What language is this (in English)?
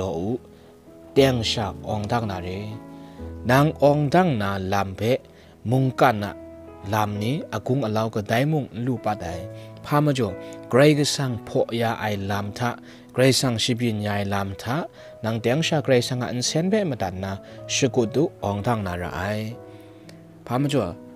Kachin